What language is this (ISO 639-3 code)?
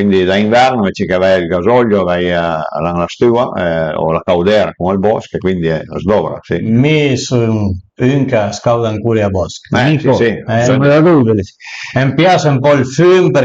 pms